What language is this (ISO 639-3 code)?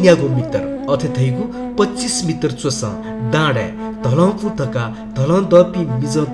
new